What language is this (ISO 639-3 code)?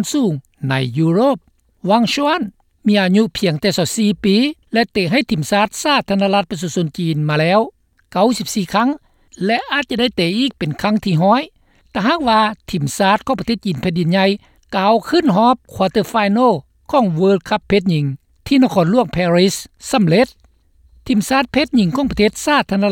lao